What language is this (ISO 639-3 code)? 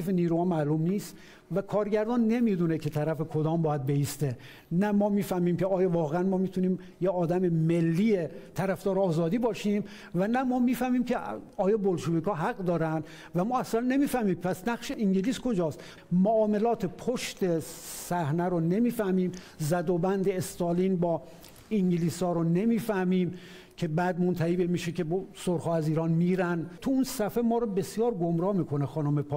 fas